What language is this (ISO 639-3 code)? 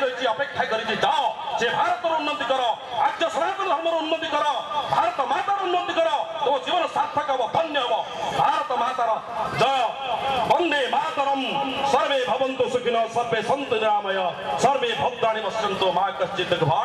ori